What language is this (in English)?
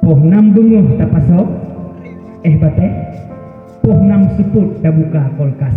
Achinese